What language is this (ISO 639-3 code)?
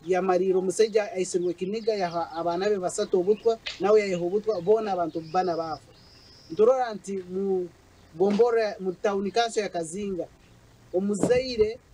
nyn